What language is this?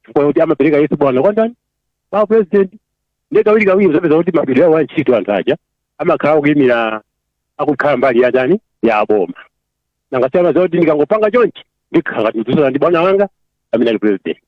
Nyanja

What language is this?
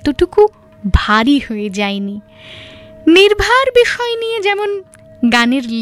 Bangla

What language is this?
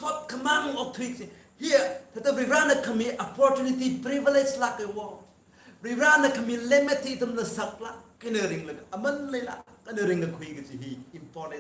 Tangkhul Naga (India)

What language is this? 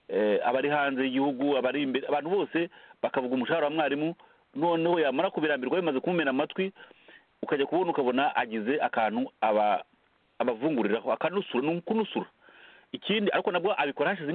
Kinyarwanda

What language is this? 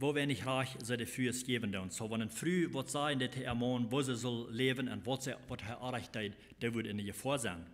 Plautdietsch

